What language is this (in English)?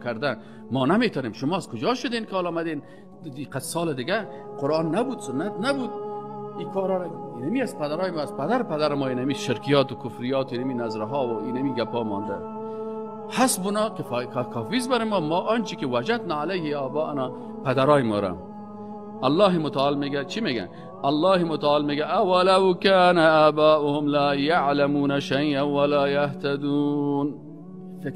Persian